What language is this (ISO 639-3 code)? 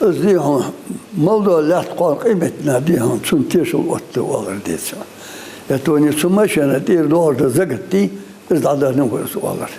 inh